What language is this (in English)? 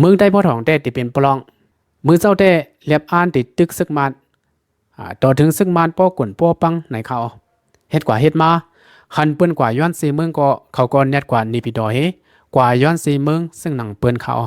Shan